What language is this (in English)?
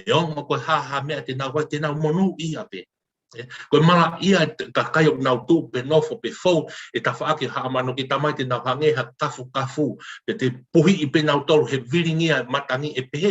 Tongan